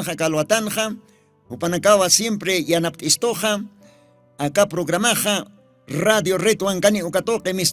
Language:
Aymara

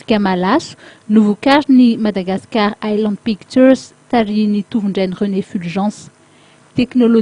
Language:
Malagasy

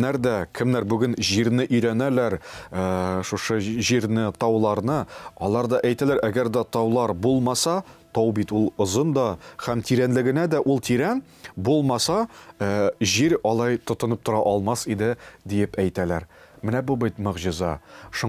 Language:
Tatar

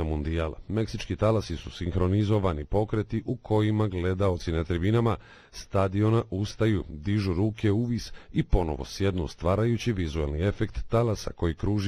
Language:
Bosnian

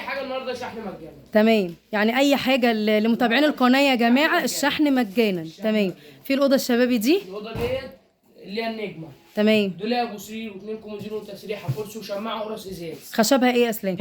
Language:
Egyptian Arabic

